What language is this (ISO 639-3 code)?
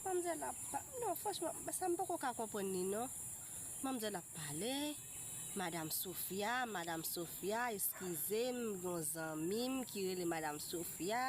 hat